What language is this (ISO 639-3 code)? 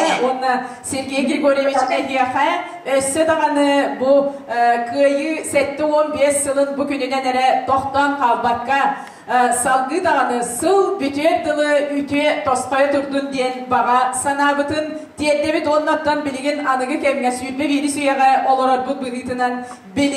sah